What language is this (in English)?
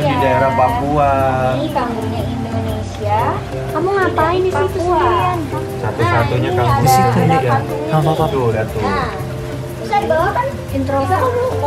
Indonesian